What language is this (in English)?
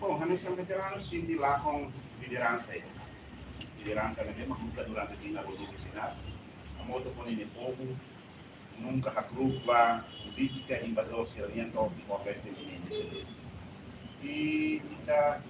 Tetum